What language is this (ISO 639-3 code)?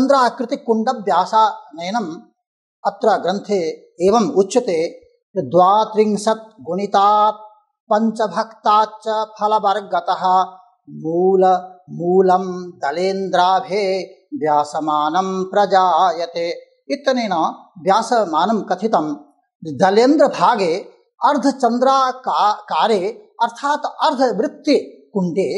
san